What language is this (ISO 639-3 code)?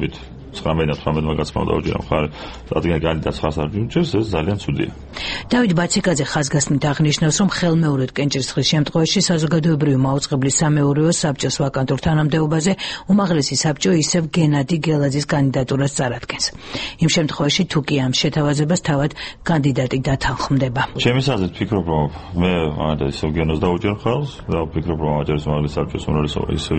kat